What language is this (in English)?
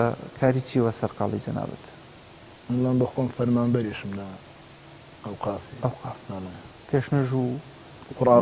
Arabic